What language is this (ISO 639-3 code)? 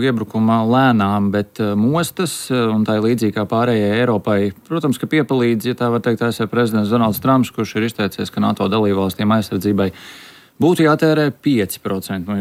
lav